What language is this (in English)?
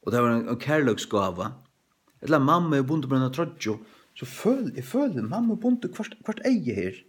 Faroese